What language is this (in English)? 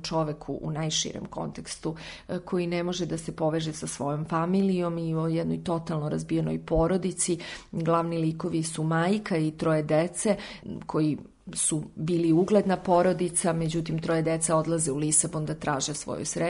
Serbian